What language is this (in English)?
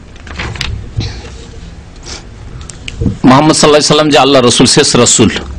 Bangla